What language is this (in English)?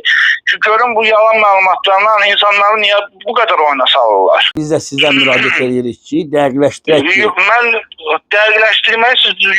Azerbaijani